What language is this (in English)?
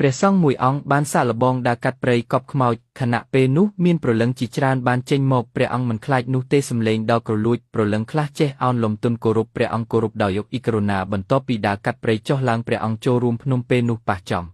Khmer